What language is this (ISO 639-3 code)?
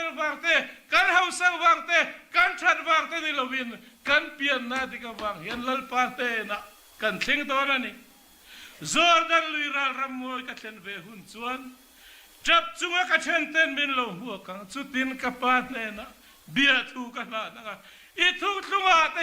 lus